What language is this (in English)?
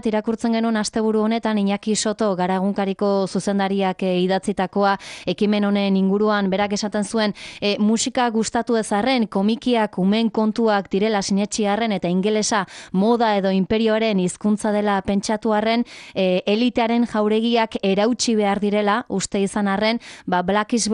Basque